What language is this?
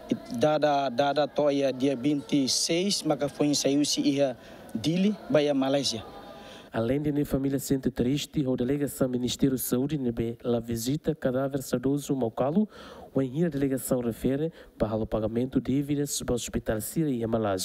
Tetum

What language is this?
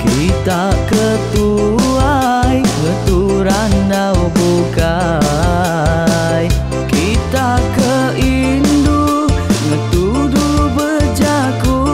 Iban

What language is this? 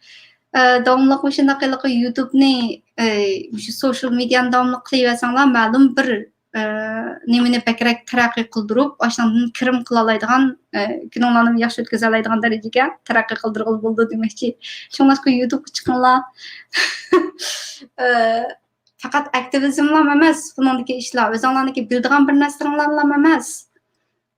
Uyghur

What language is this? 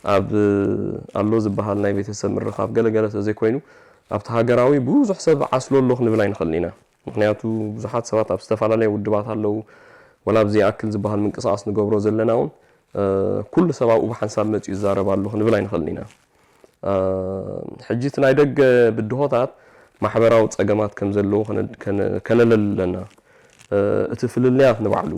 Tigrinya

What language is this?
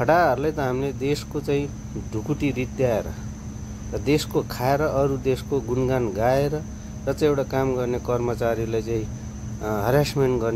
Nepali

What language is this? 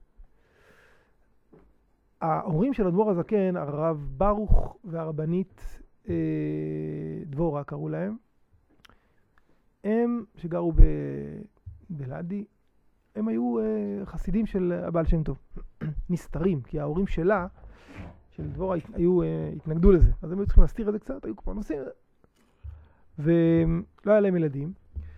Hebrew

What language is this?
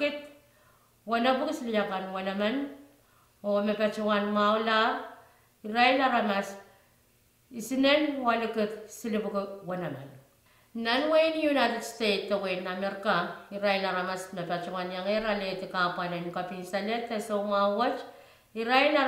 Pohnpeian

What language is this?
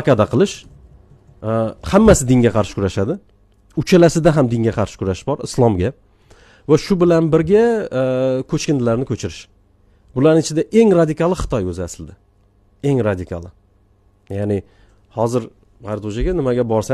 Uzbek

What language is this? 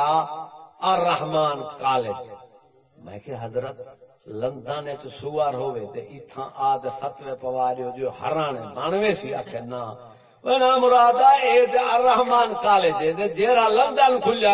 Saraiki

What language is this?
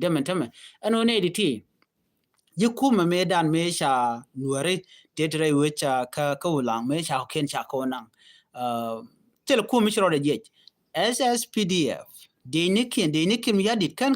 Nuer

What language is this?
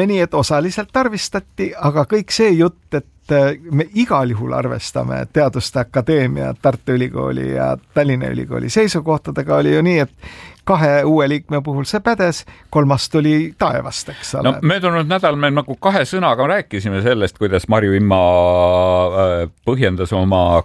Estonian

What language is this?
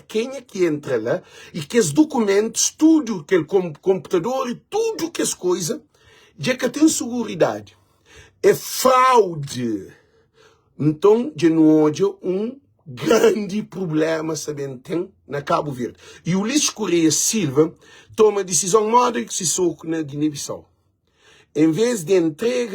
Kabuverdianu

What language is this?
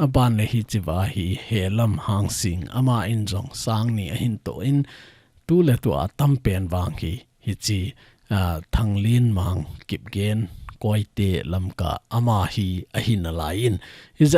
Thado Chin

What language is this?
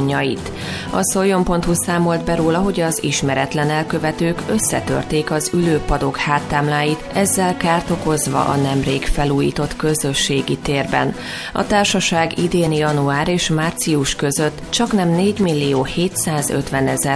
Hungarian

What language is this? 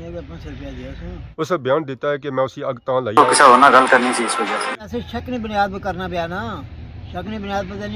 Pahari-Potwari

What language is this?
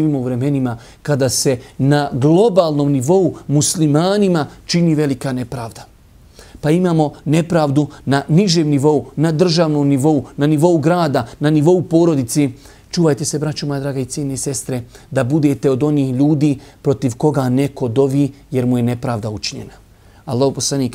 Bosnian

